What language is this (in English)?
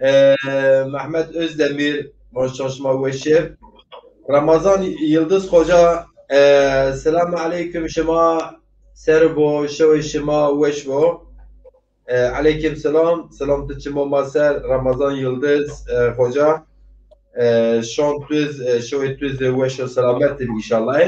Zaza